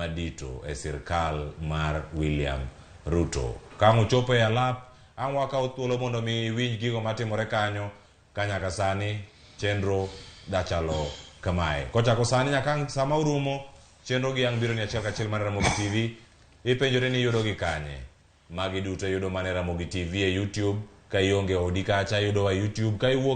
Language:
Luo (Kenya and Tanzania)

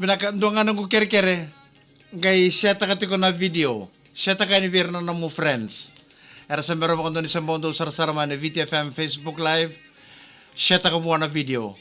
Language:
Fijian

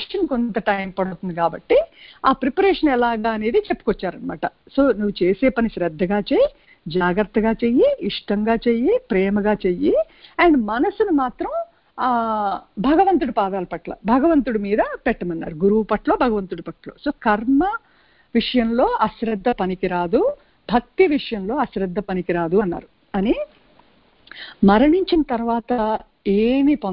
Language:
Telugu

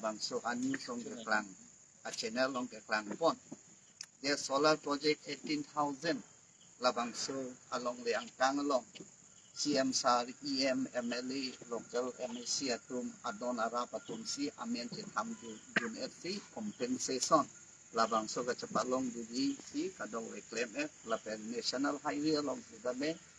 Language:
Karbi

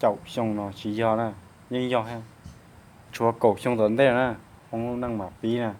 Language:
Hmong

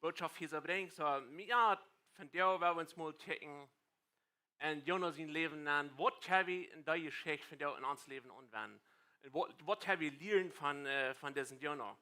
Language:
Plautdietsch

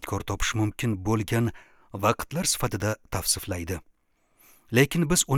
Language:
Uzbek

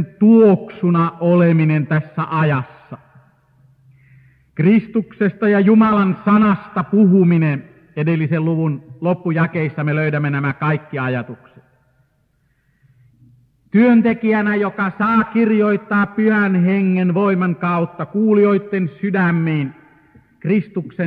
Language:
Finnish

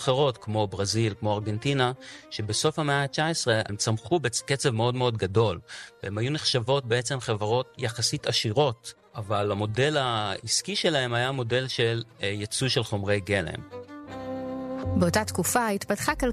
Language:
Hebrew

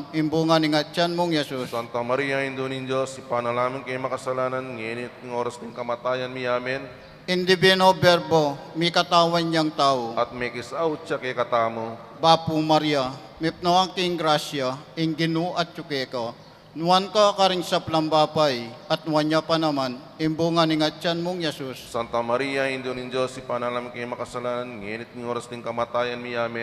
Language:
Pampanga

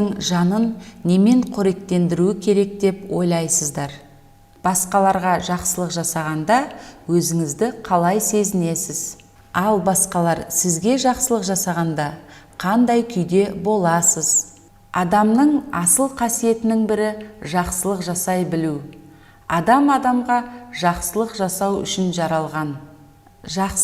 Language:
Kazakh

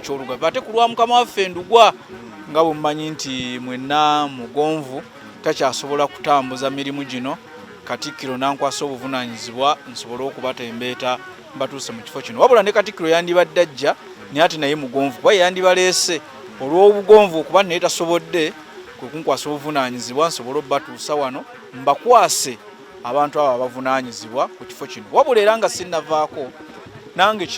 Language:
Ganda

